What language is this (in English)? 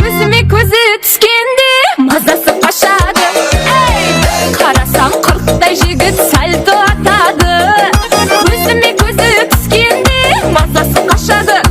Kara-Kalpak